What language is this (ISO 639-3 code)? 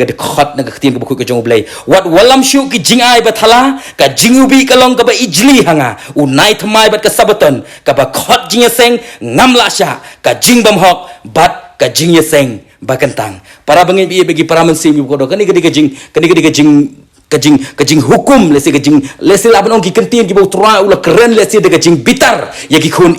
kha